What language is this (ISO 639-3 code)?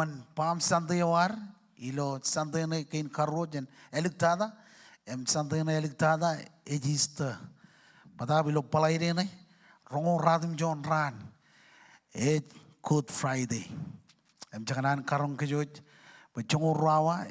mah